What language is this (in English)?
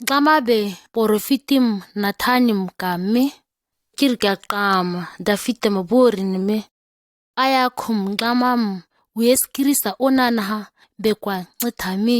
ǁGana